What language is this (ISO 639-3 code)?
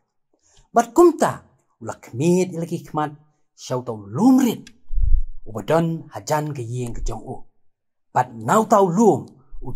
kha